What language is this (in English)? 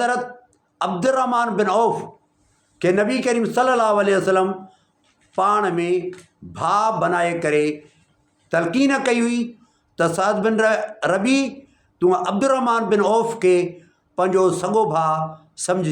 Sindhi